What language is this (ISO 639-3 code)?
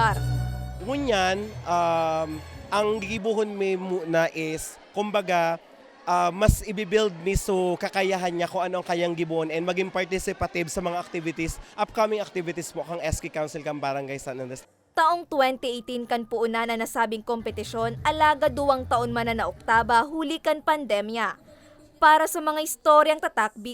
bik